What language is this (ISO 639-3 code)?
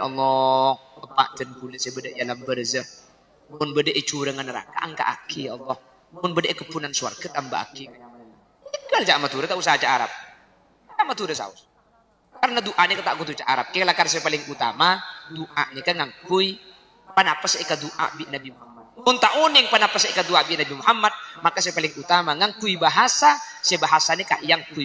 mad